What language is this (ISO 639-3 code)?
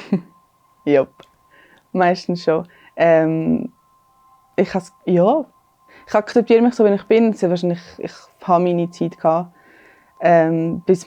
gsw